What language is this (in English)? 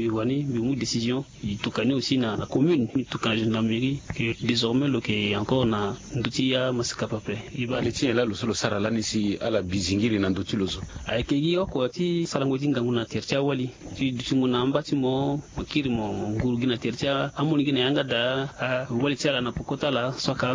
Sango